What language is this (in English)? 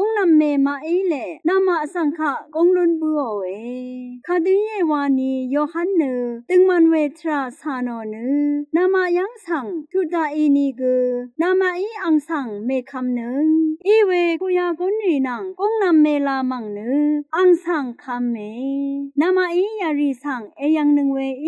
Rawang